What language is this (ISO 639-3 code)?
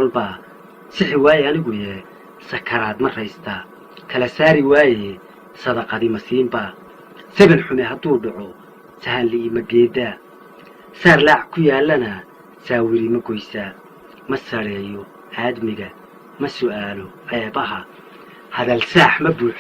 som